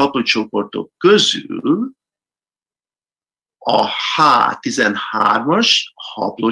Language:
Hungarian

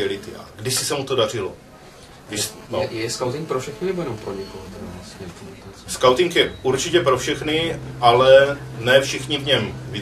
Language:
Czech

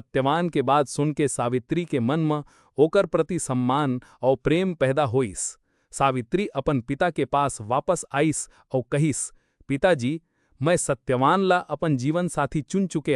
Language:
Chhattisgarhi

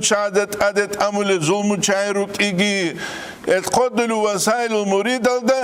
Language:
Avaric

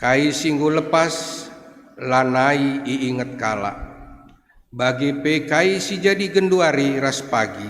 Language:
Batak Karo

